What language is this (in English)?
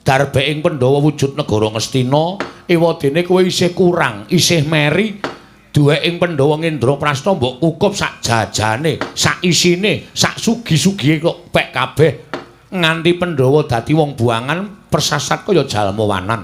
Javanese